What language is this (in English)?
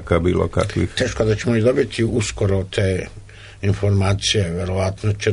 Serbian